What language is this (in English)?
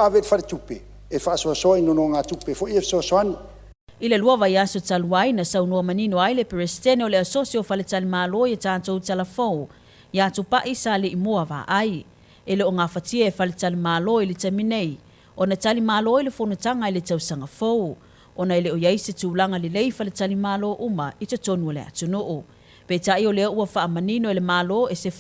Samoan